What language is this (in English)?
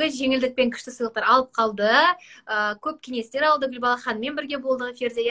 Kazakh